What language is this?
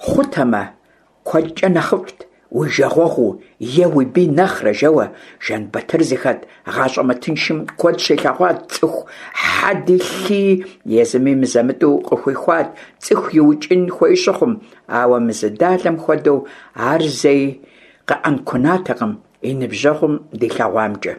Kabardian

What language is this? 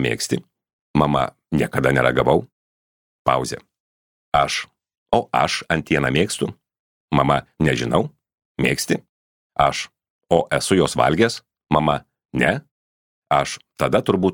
Lithuanian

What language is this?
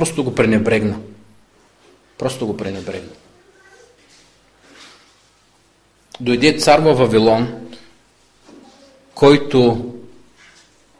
Bulgarian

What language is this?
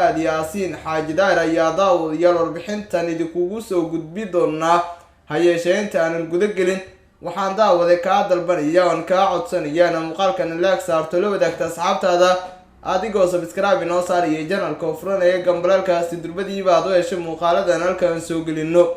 Somali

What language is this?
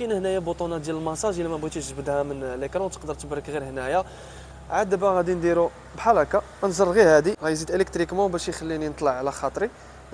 Moroccan Arabic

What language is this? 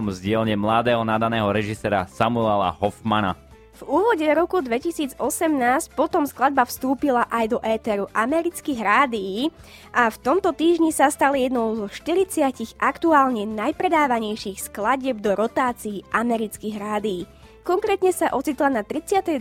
Slovak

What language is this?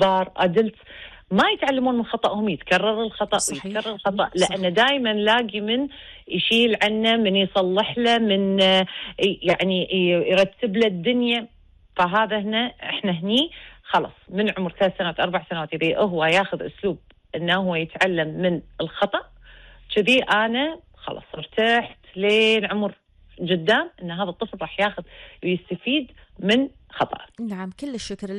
Gulf Arabic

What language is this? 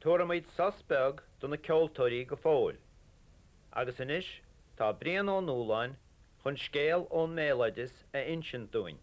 Irish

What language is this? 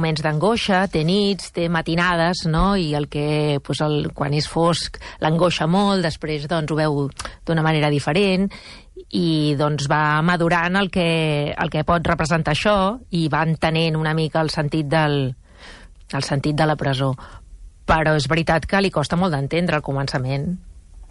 Catalan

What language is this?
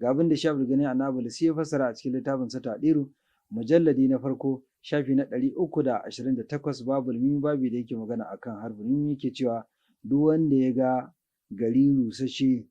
Hausa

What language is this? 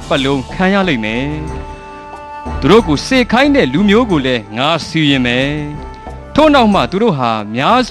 Burmese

